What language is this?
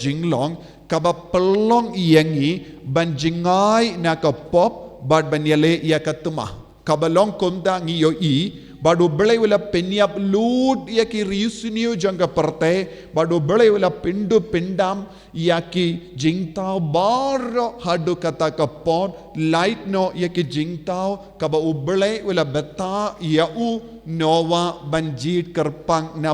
Khasi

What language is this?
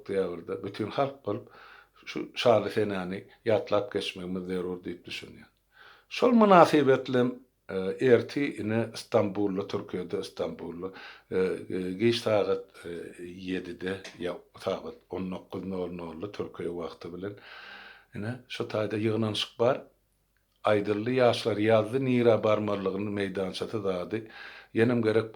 Turkmen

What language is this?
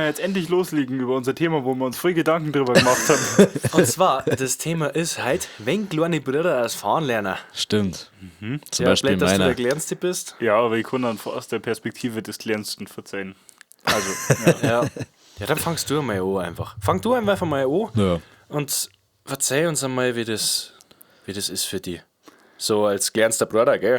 Bavarian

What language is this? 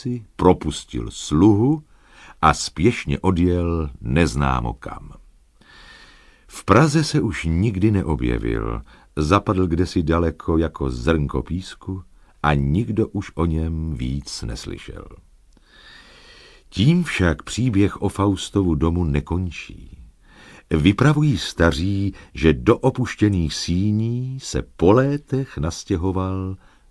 Czech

